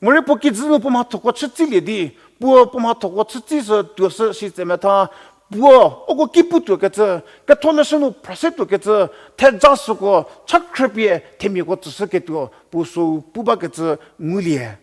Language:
Angami Naga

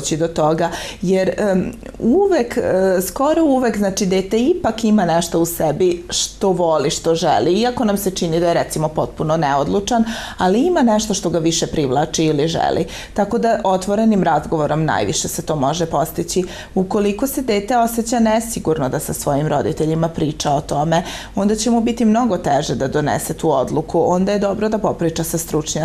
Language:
Serbian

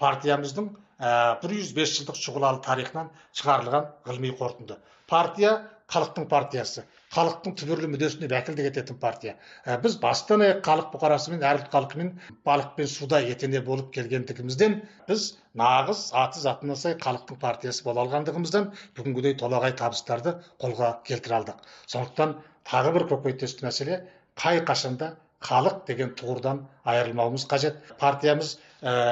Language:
Kazakh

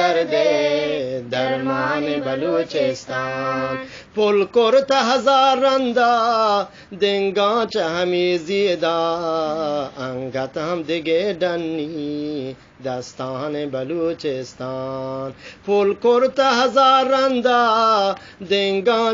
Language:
Eastern Balochi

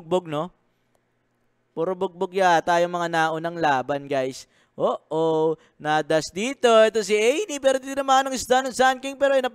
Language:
Filipino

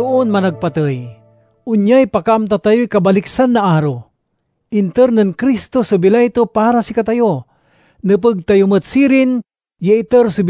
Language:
Pangasinan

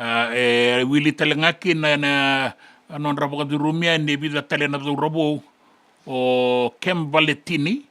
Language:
Fijian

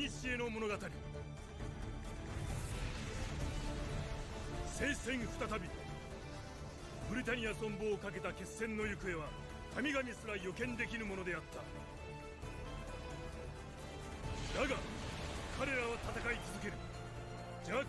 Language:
Japanese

